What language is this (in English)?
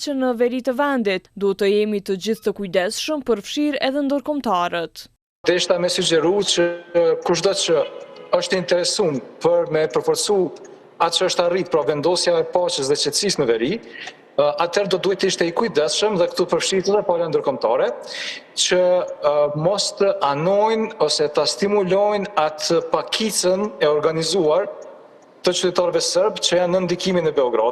Albanian